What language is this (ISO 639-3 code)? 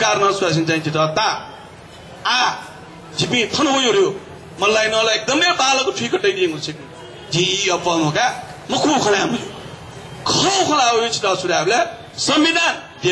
new